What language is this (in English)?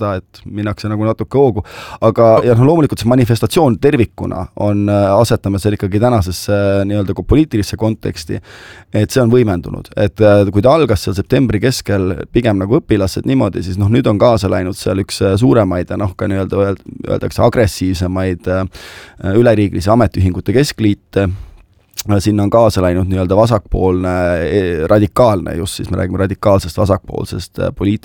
Estonian